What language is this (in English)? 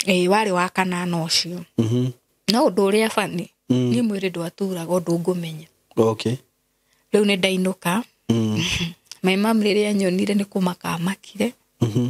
Kikuyu